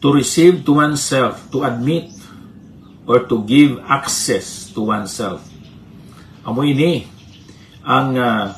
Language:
Hiligaynon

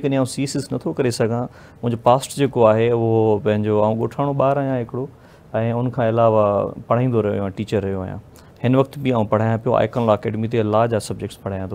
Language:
Sindhi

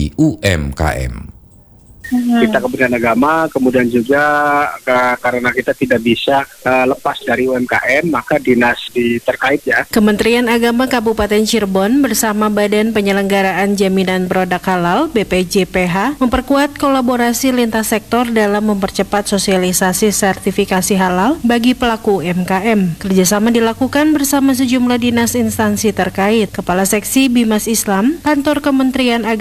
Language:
Indonesian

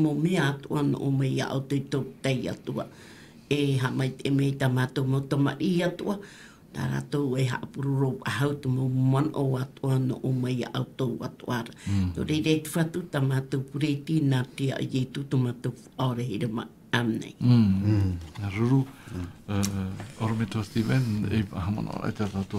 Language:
Tahitian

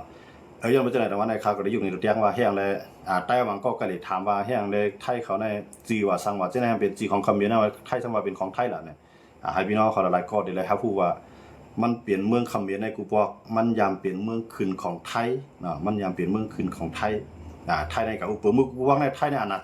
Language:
Shan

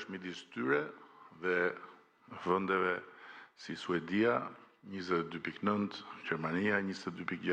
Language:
Albanian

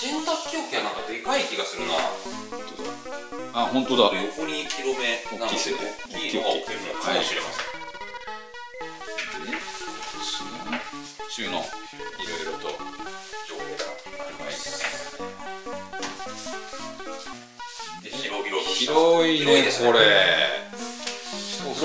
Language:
Japanese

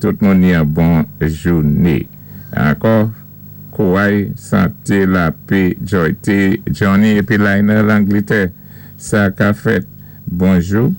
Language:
Saint Lucian Creole French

